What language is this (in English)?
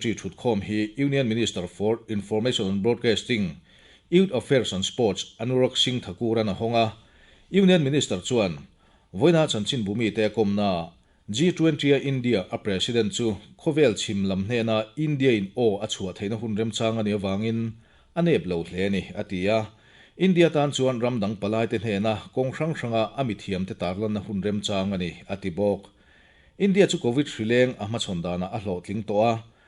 Mizo